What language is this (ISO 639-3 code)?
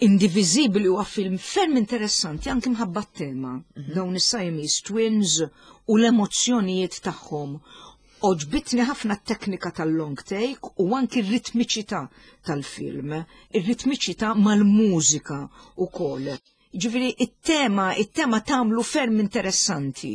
mlt